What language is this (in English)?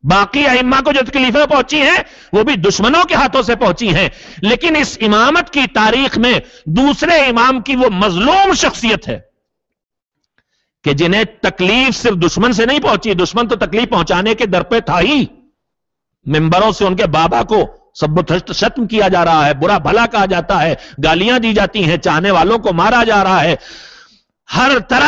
Urdu